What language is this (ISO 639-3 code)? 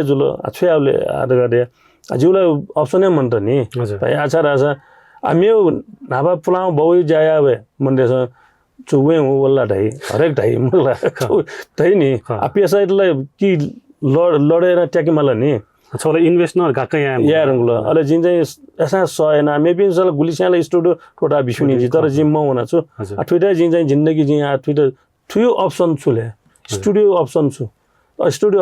new